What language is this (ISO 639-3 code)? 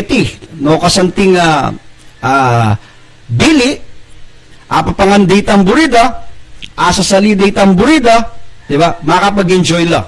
pam